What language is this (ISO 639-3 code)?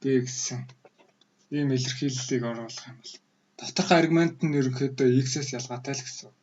mon